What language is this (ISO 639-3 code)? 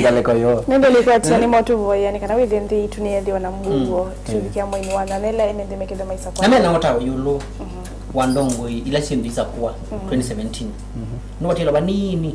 kam